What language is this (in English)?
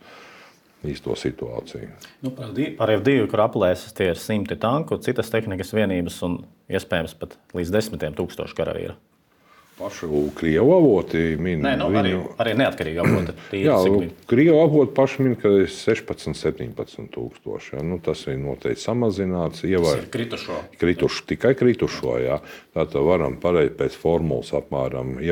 Latvian